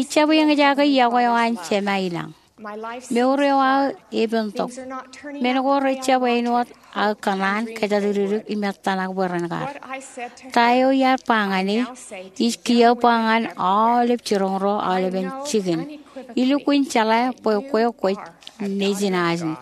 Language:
Marshallese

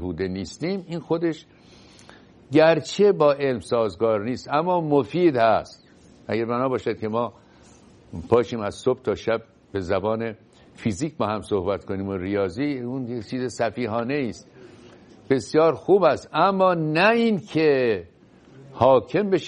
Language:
Persian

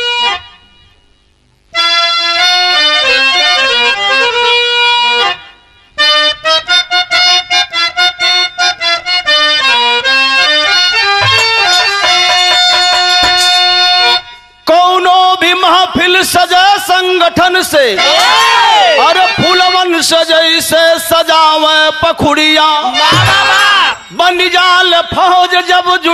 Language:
Bhojpuri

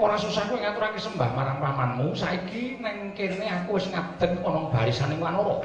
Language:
Javanese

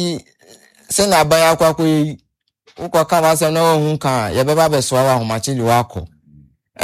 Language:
Akan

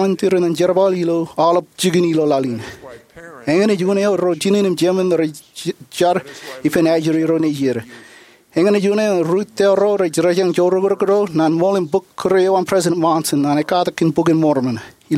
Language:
Marshallese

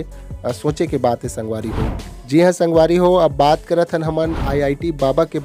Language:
Chhattisgarhi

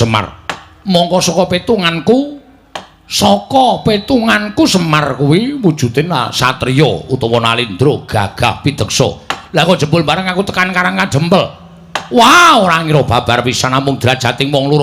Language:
Javanese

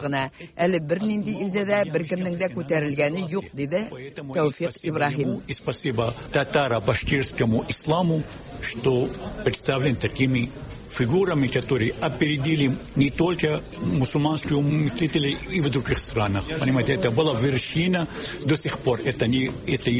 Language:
Tatar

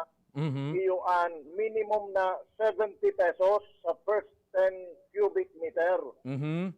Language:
Bikol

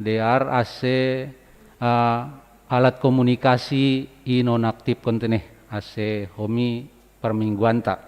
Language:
Batak Simalungun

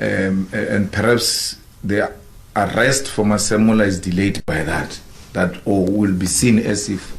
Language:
Venda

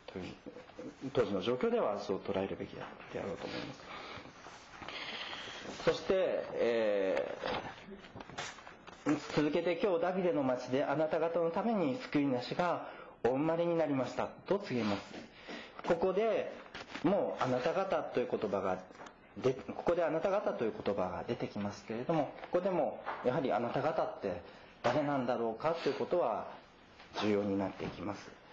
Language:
Japanese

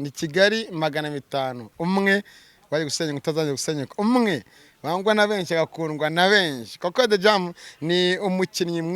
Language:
Kinyarwanda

